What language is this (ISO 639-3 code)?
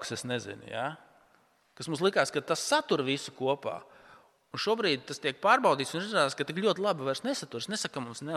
lav